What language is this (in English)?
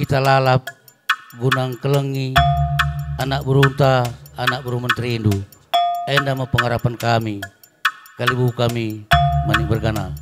Batak Karo